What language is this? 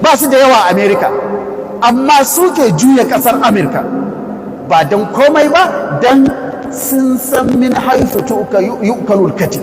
Hausa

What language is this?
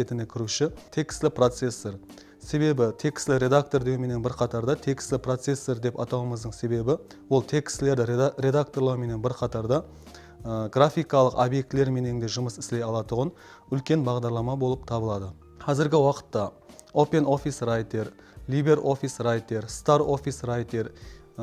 Kara-Kalpak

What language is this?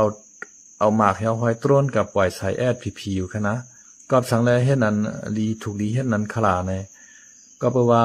Shan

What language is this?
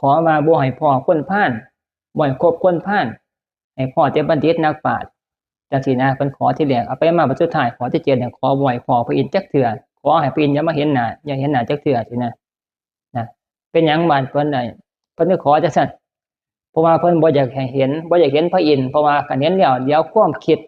Northeastern Thai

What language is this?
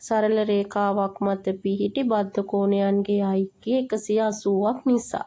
Sinhala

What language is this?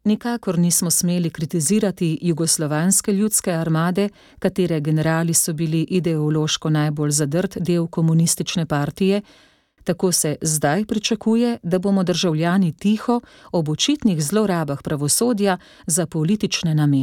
Slovenian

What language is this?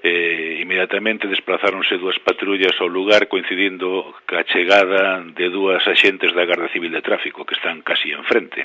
Galician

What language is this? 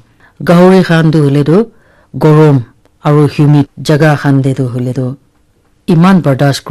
Naga Pidgin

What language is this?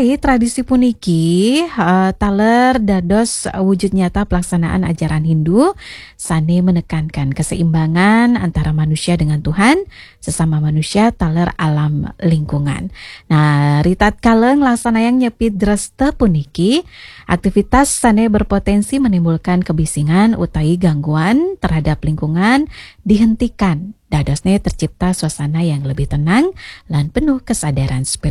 Balinese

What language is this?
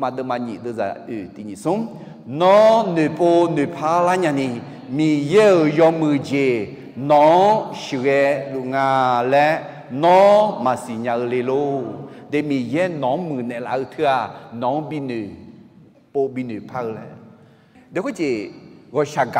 Akha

